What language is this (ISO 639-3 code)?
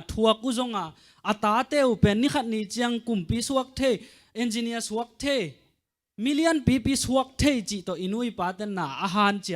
ctd